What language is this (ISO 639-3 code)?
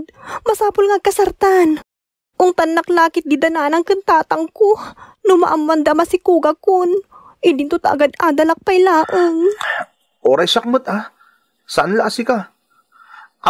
ilo